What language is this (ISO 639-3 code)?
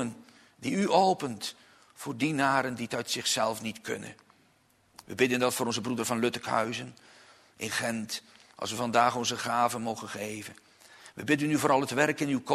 nld